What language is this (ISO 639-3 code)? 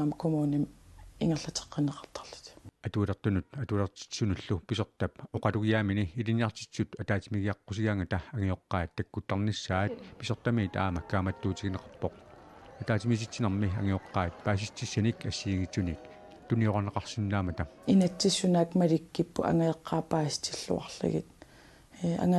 kal